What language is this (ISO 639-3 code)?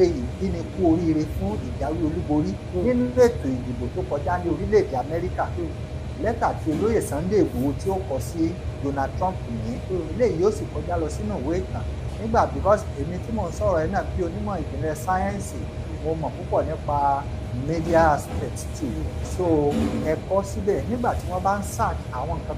yor